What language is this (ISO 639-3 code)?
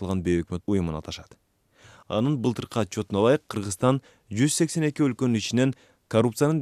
kir